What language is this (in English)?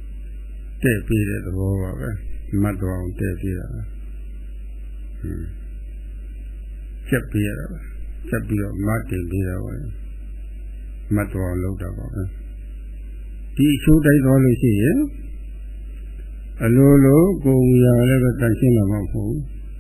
Burmese